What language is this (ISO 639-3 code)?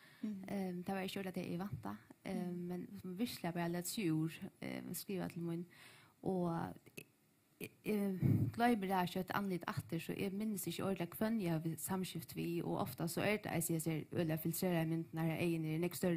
fao